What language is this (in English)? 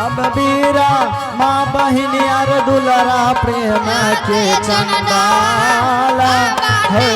Angika